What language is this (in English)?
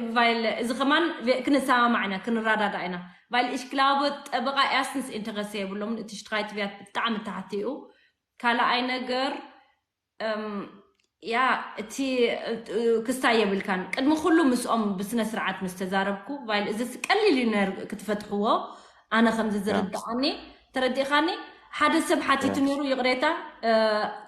Tigrinya